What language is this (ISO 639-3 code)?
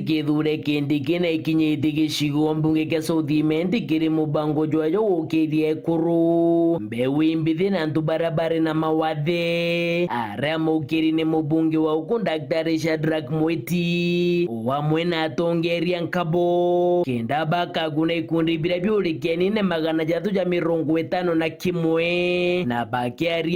mer